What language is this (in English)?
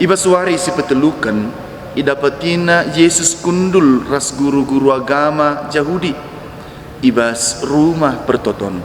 Batak Karo